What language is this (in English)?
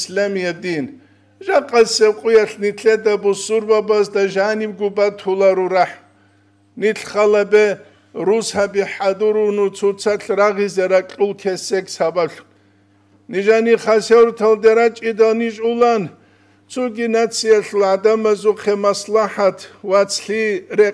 Avaric